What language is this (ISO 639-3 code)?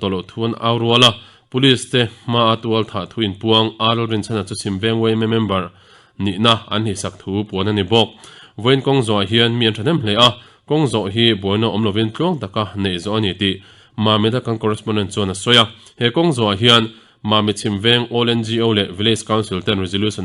lus